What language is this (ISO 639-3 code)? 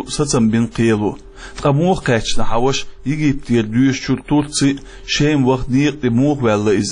che